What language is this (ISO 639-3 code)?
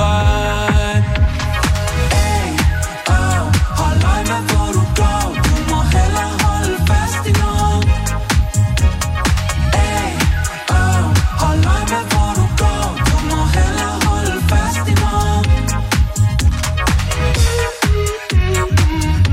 dan